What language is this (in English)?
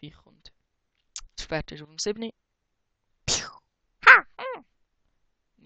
Swiss German